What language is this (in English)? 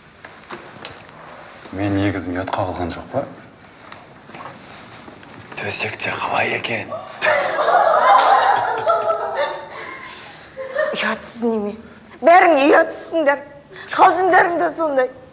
Kazakh